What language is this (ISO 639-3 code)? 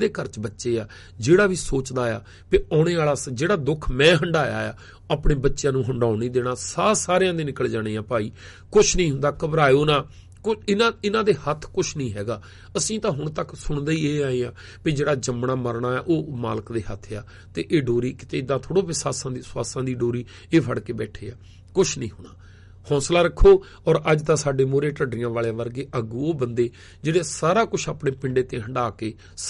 pan